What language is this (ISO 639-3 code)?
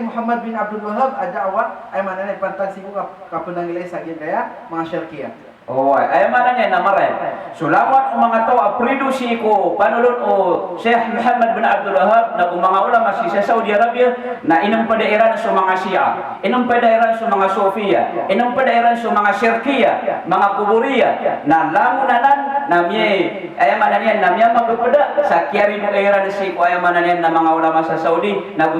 mrw